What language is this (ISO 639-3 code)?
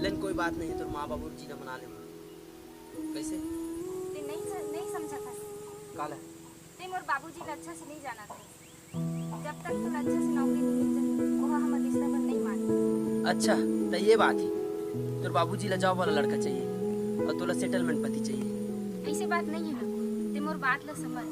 hne